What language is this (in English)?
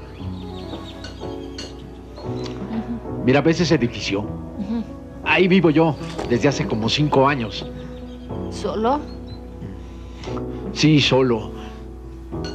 Spanish